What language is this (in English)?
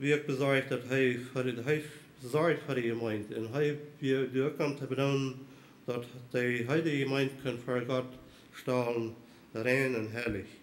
Plautdietsch